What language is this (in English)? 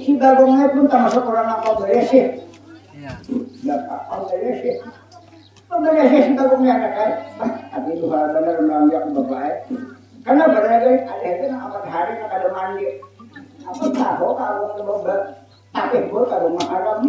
Banjar